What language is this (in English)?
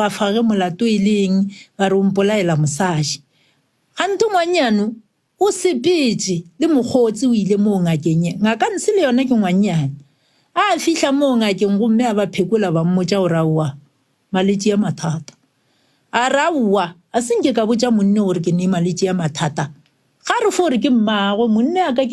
Northern Sotho